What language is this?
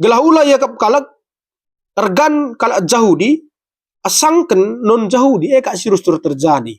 Batak Karo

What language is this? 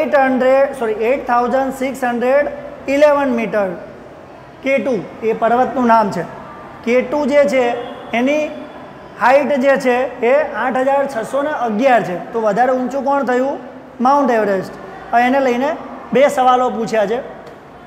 Gujarati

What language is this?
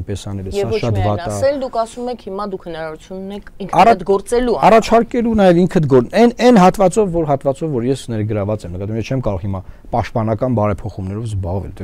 Armenian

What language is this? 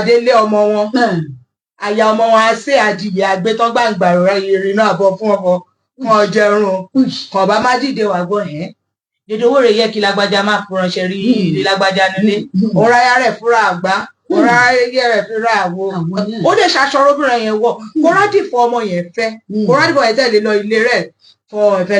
Yoruba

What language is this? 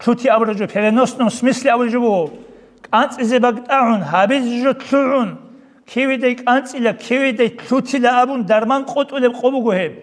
Avaric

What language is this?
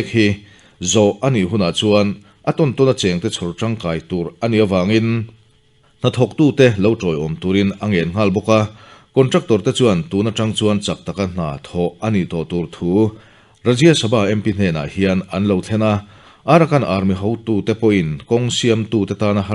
Mizo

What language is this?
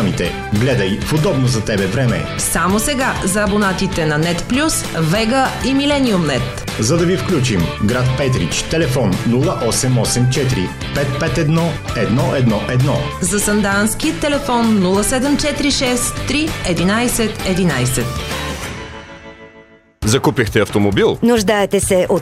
Bulgarian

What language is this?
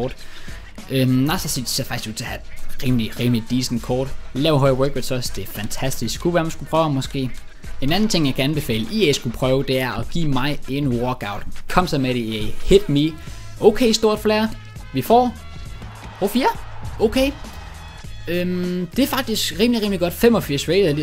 Danish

